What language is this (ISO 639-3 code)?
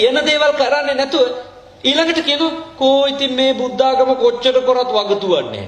sin